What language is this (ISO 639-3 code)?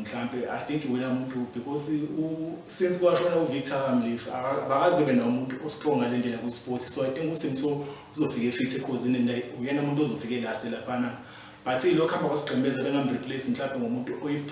zul